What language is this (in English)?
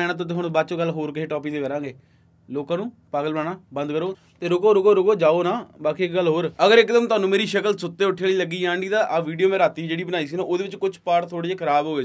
Punjabi